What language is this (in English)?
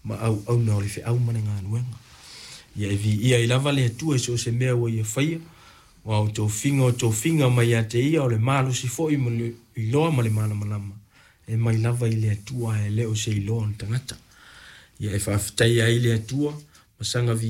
Samoan